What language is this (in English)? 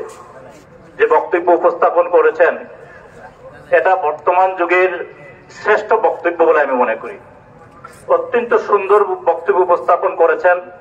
Bangla